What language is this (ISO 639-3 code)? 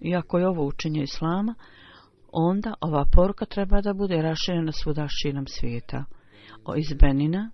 bos